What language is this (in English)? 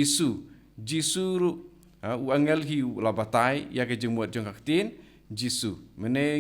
Khasi